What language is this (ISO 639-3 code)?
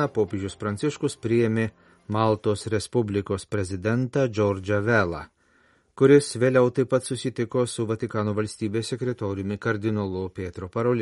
lit